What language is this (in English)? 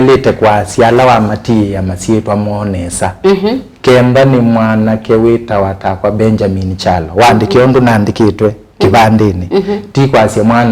Kamba